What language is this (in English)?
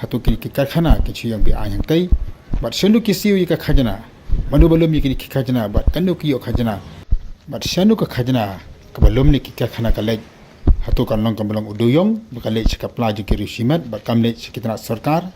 Khasi